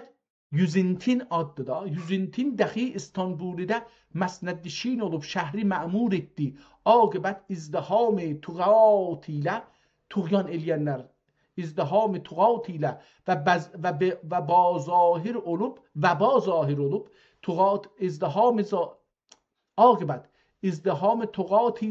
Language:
South Azerbaijani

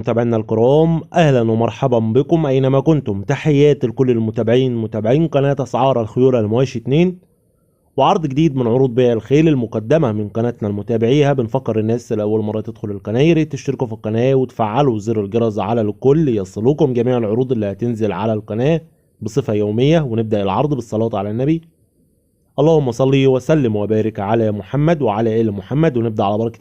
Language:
Egyptian Arabic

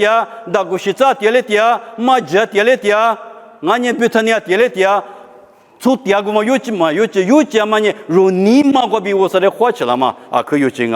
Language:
Lisu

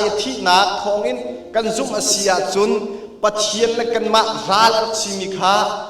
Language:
Hakha Chin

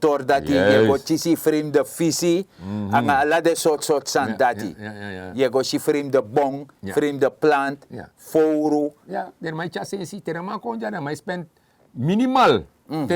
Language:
Sranan Tongo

